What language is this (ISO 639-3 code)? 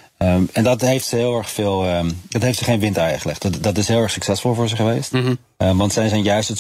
nld